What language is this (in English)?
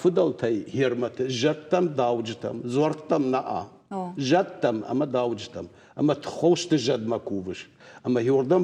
Ossetic